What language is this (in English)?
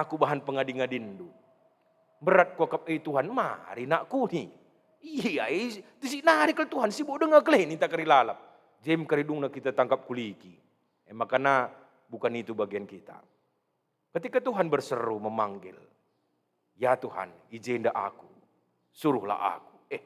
Batak Karo